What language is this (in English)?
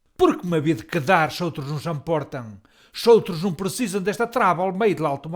Mirandese